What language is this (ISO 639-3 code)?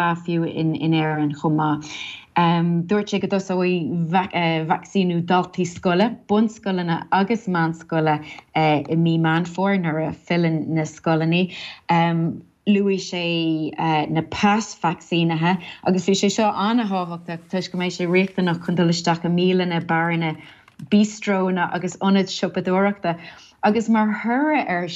gle